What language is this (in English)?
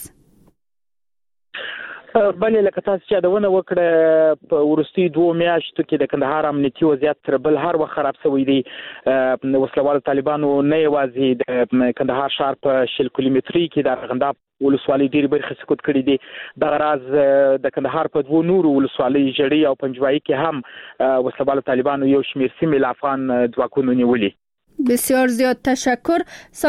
Persian